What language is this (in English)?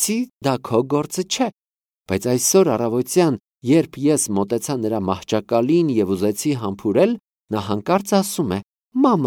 Armenian